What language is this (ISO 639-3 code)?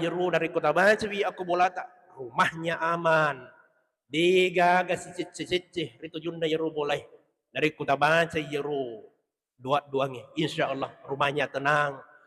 bug